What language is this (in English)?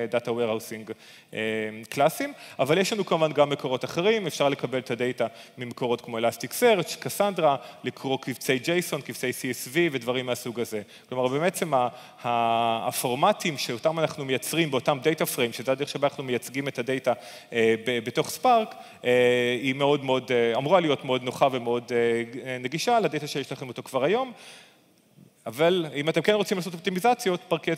Hebrew